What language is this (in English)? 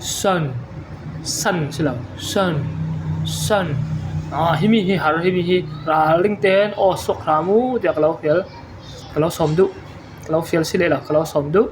Falam Chin